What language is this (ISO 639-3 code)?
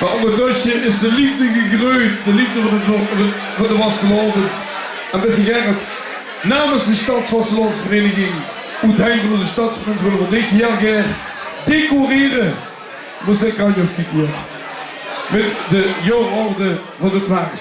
lim